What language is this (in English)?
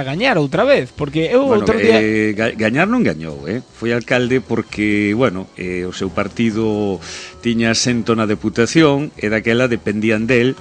Galician